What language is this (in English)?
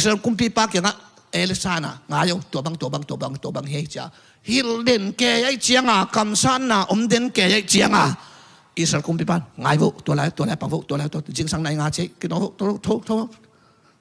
Tedim Chin